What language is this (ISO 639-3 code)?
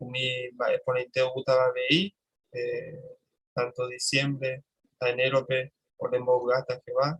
grn